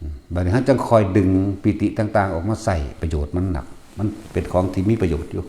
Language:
Northeastern Thai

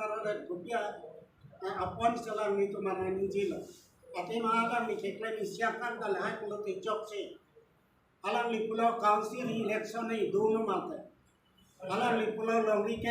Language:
Karbi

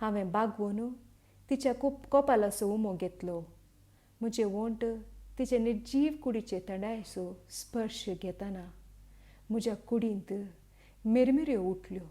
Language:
Konkani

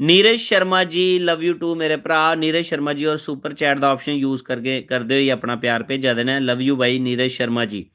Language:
Dogri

